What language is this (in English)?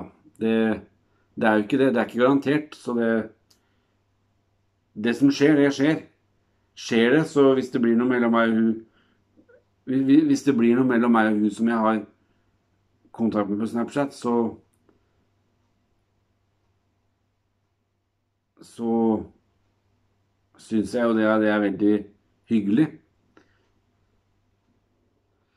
Norwegian